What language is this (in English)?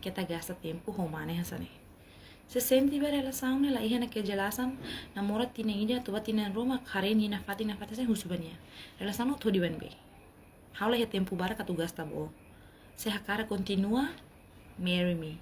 Tetum